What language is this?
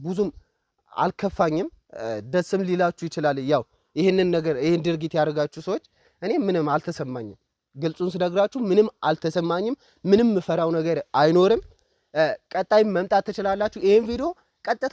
Amharic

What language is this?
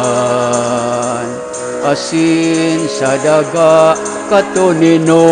Bikol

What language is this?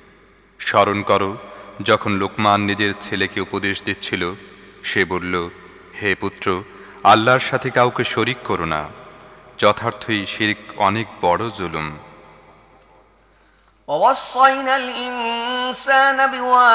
Bangla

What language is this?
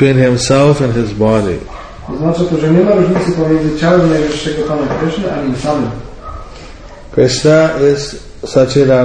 Polish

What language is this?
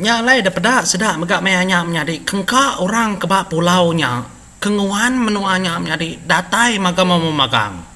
Iban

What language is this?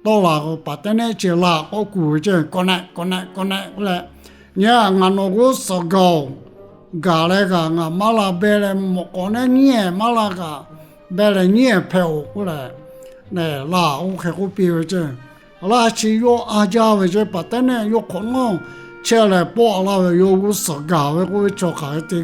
Lahu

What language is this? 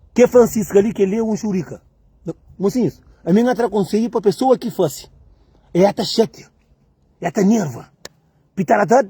Kabuverdianu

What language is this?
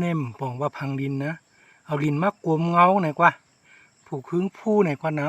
Shan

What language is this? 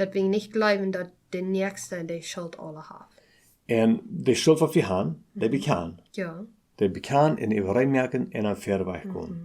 Plautdietsch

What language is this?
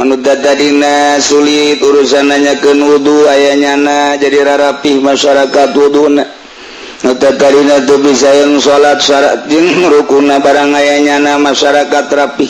Sundanese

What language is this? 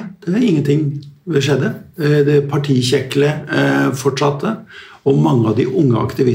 Norwegian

